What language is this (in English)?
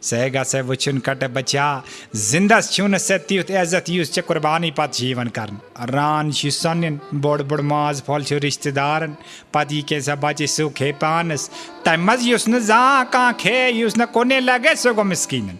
Kashmiri